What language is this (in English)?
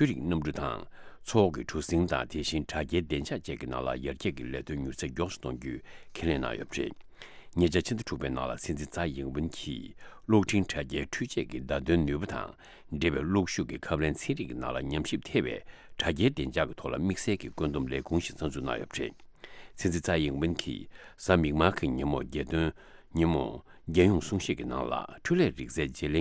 Tibetan